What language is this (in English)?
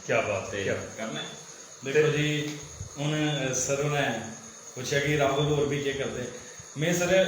Dogri